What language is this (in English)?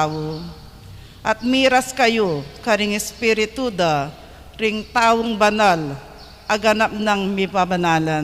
Pampanga